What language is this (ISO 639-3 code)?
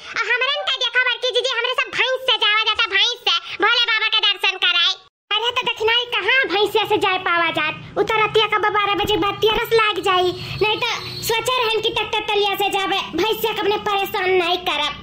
bho